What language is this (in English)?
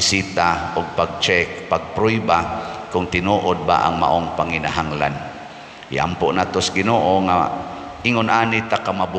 Cebuano